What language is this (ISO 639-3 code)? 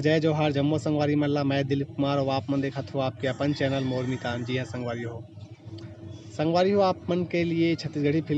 hne